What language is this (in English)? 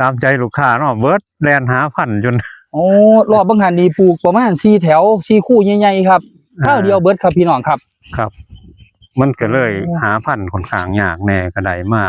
Northeastern Thai